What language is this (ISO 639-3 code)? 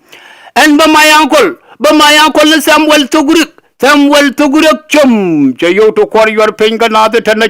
nus